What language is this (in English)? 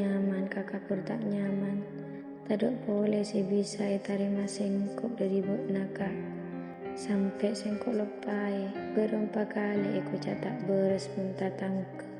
Madurese